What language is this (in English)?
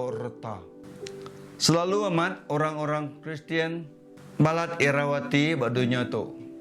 Iban